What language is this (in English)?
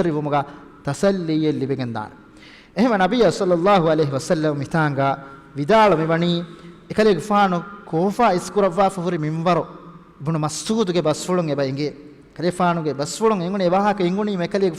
Divehi